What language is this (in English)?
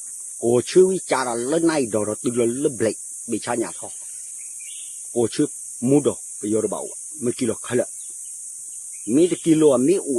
S'gaw Karen